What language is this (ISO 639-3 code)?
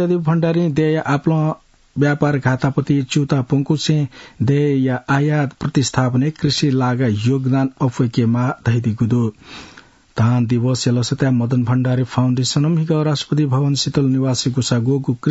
new